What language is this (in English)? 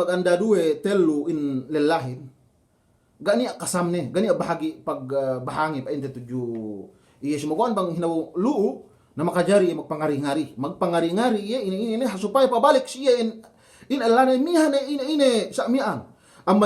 Yakan